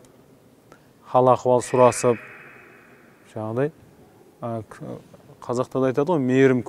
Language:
Kazakh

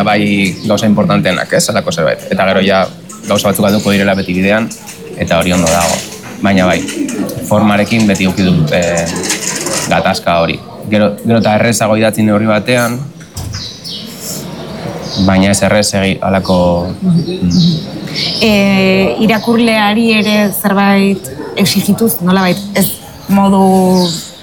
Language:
Basque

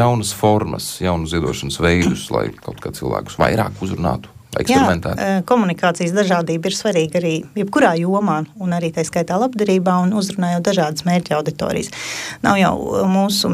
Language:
Latvian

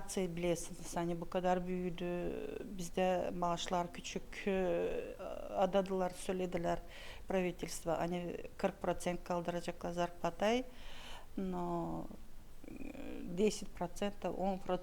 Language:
Gagauz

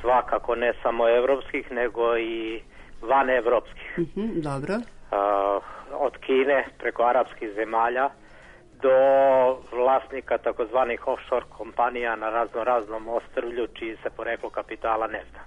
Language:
Serbian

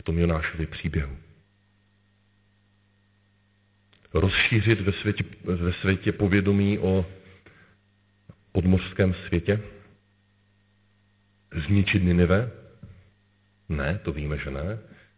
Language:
Czech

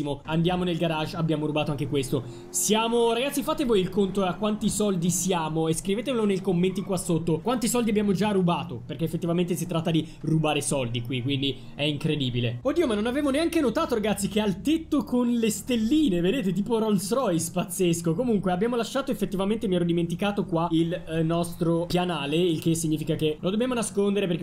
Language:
Italian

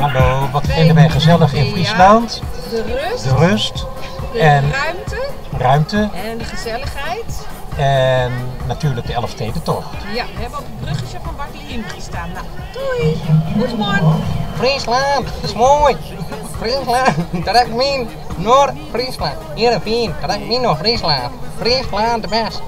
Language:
Western Frisian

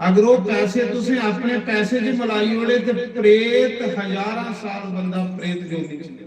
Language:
Dogri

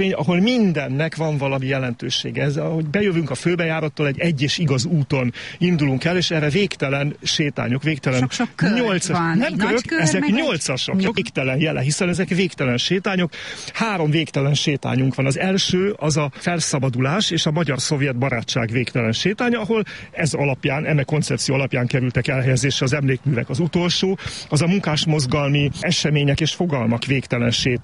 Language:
Hungarian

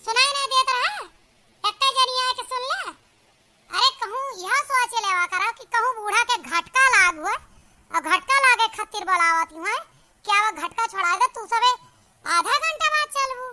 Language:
Awadhi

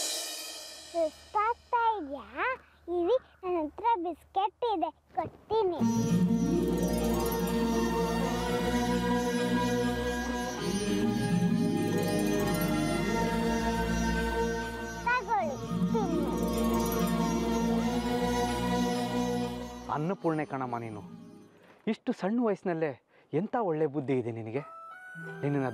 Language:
Kannada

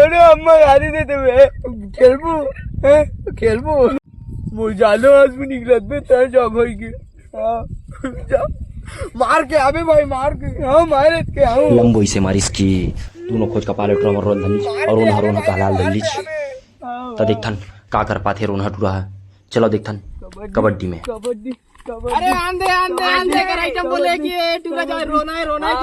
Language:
Chhattisgarhi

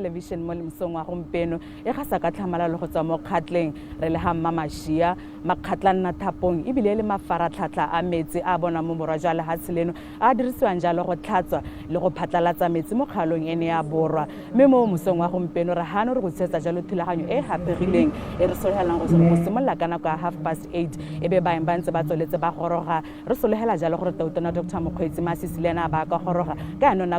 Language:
Tswana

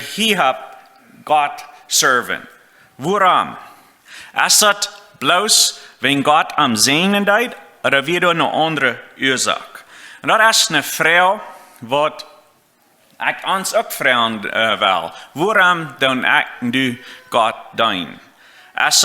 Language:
Plautdietsch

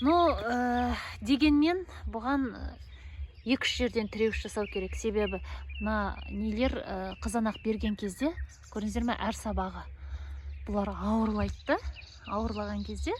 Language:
Kazakh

